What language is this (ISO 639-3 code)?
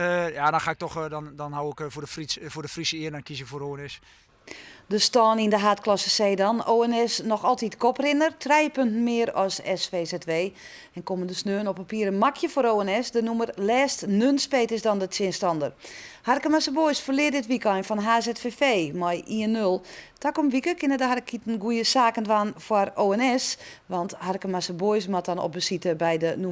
fry